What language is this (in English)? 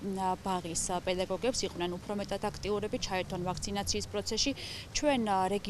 Georgian